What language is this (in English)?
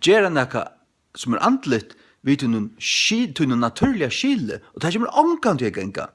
Faroese